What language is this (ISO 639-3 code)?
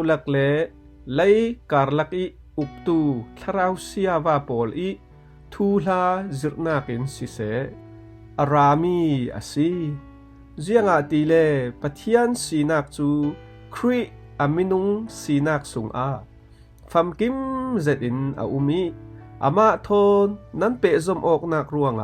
cfm